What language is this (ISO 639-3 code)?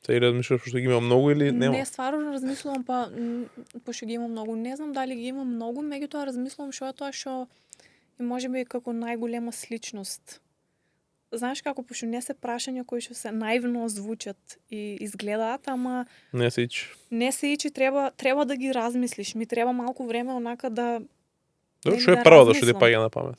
mkd